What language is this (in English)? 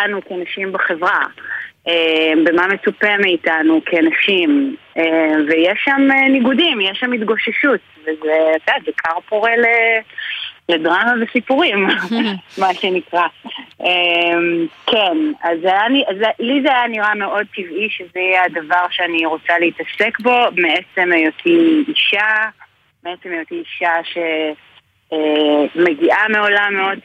Hebrew